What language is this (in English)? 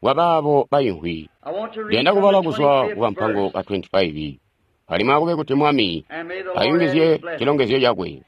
Tonga (Zambia)